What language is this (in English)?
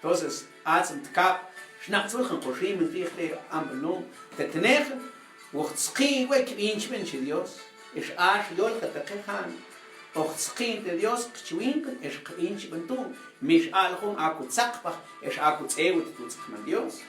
Mam